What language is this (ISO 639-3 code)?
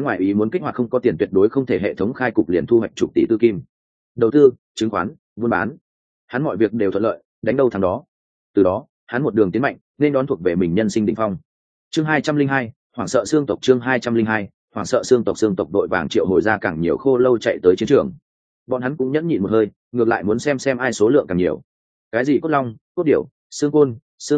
vie